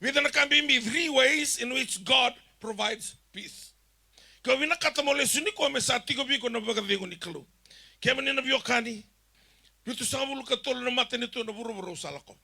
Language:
Fijian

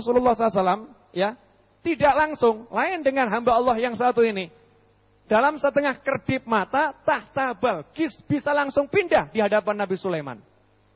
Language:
Indonesian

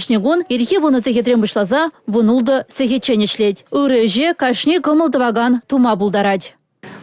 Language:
Chuvash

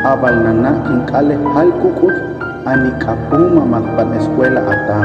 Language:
Huastec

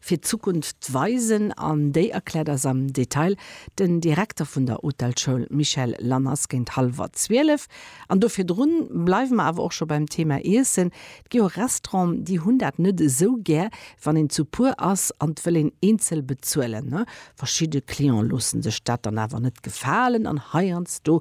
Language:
Luxembourgish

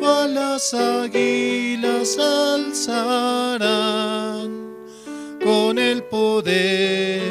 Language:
South Bolivian Quechua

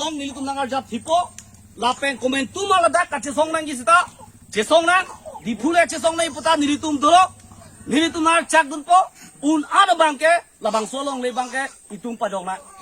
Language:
Karbi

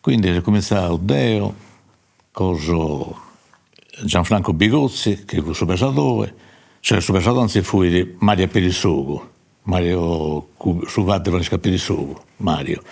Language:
Sardinian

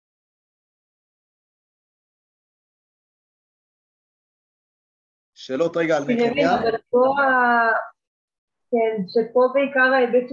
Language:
Hebrew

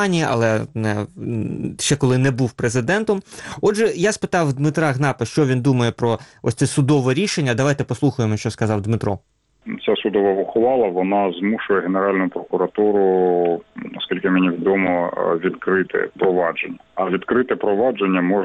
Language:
Ukrainian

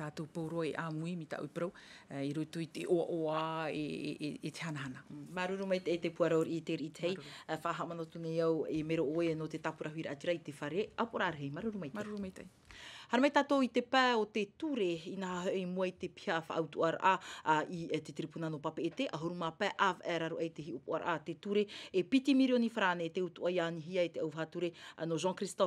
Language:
Tahitian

